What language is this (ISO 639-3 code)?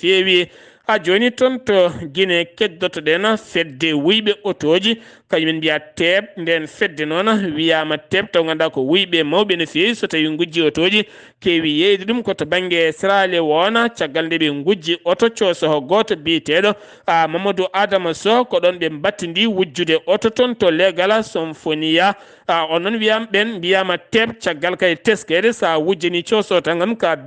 ful